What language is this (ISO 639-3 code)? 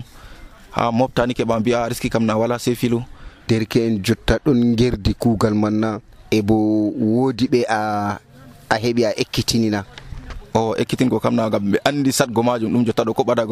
fuv